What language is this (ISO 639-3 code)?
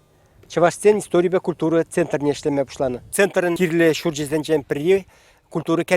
chv